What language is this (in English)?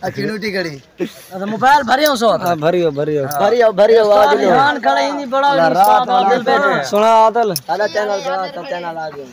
Saraiki